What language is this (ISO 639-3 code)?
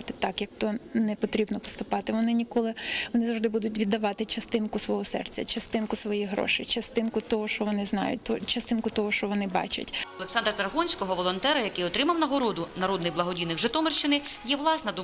ukr